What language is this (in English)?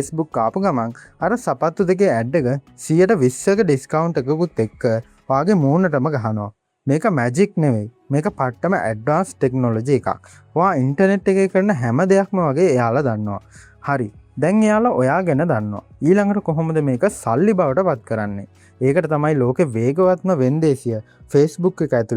Sinhala